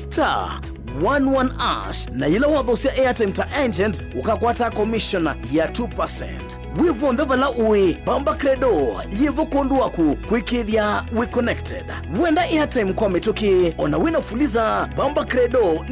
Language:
Kamba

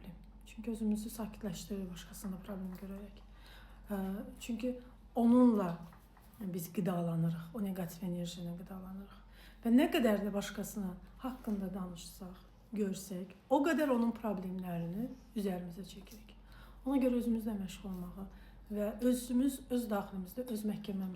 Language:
Azerbaijani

